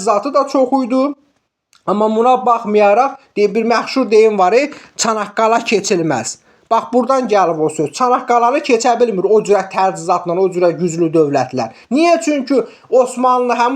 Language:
Azerbaijani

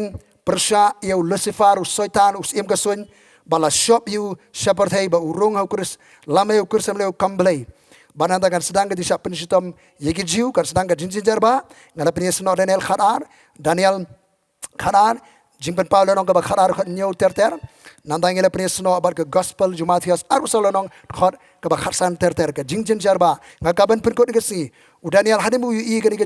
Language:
Khasi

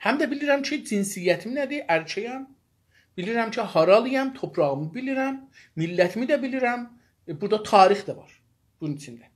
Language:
South Azerbaijani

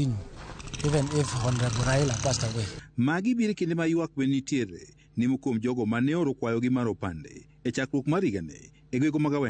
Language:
Luo (Kenya and Tanzania)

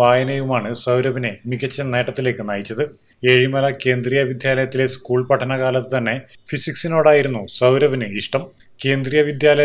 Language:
Malayalam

